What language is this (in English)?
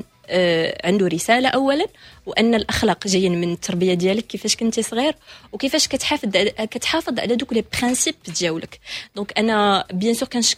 Moroccan Arabic